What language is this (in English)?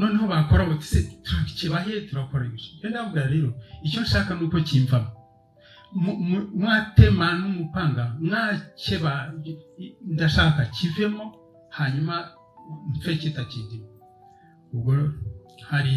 Kinyarwanda